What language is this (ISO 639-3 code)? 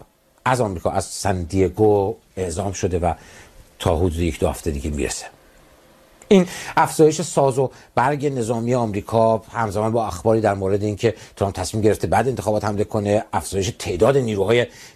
fas